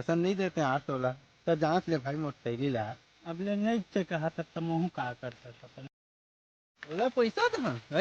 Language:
Chhattisgarhi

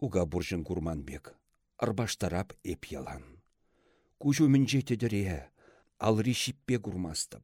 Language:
Chuvash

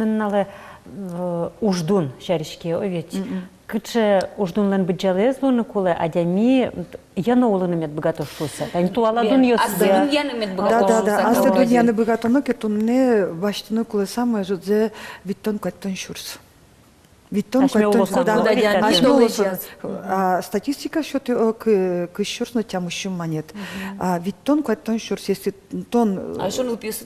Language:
Udmurt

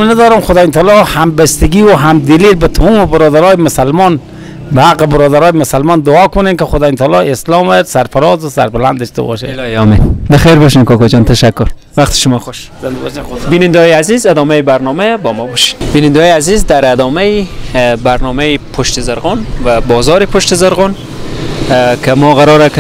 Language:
Persian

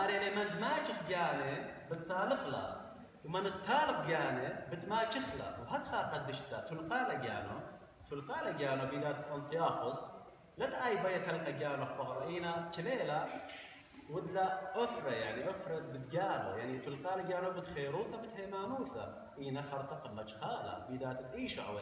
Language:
Assyrian Neo-Aramaic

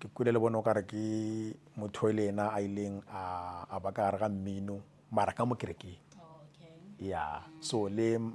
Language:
Northern Sotho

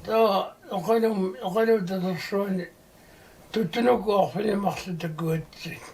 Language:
Kalaallisut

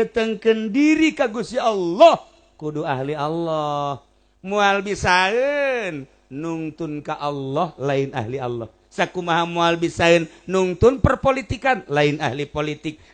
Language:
Sundanese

